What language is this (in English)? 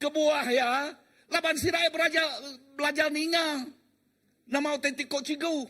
Iban